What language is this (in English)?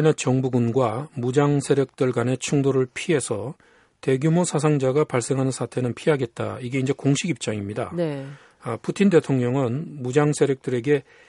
Korean